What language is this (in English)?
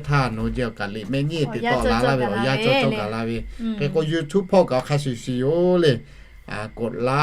Lahu